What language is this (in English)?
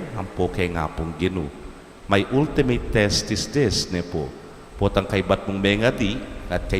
Pampanga